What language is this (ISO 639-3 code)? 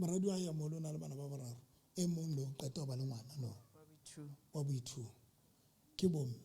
sot